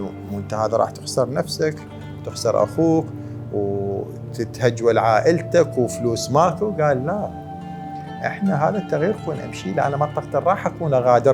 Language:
Mesopotamian Arabic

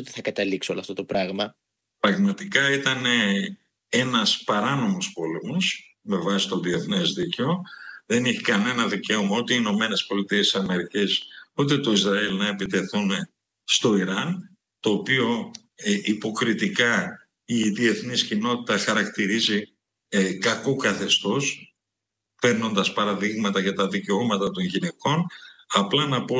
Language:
Greek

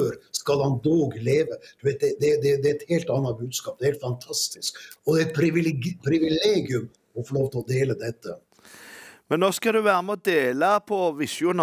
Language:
Norwegian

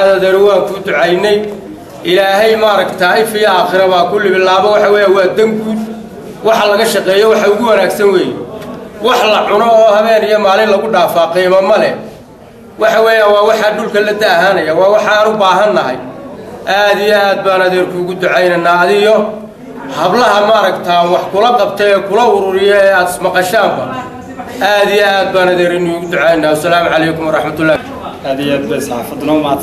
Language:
Somali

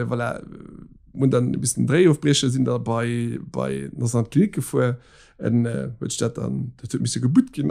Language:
Luxembourgish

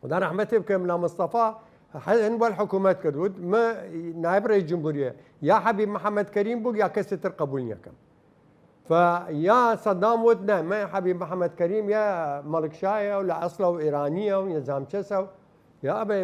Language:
Southern Kurdish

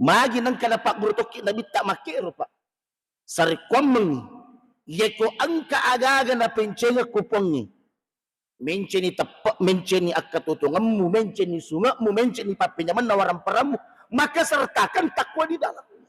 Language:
Buginese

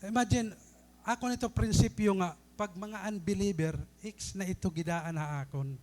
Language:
Waray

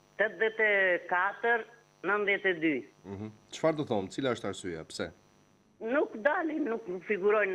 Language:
Albanian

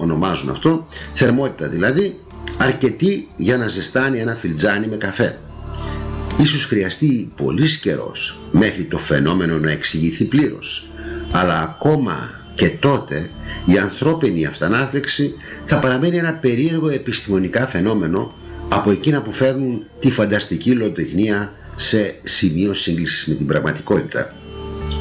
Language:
Greek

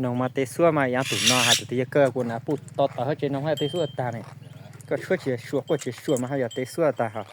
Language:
Hmong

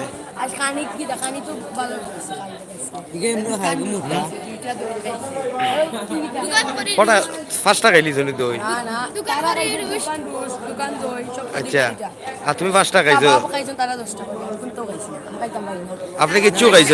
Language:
Sylheti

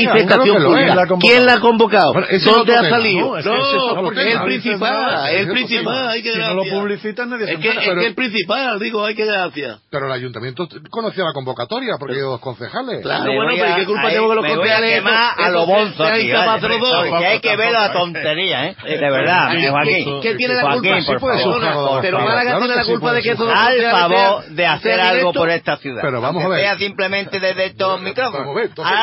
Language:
Spanish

